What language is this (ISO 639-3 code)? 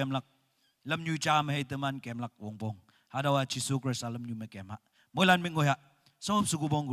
nag